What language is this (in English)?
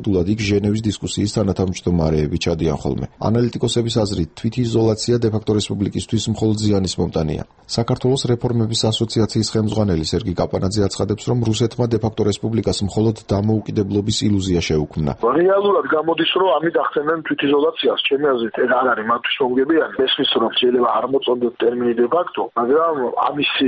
Georgian